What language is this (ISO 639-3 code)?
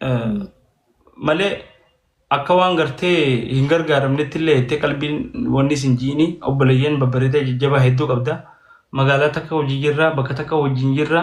orm